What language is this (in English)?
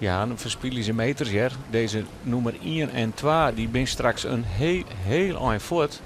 Western Frisian